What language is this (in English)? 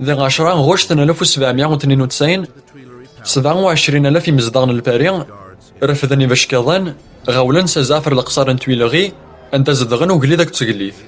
Kabyle